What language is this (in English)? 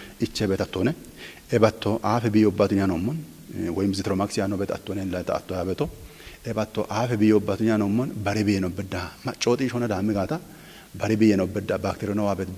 Kafa